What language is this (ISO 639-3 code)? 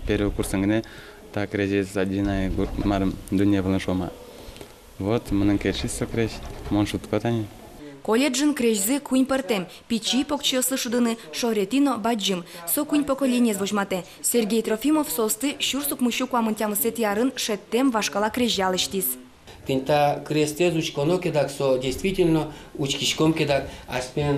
udm